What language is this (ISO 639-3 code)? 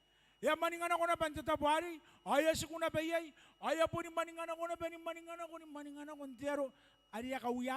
gil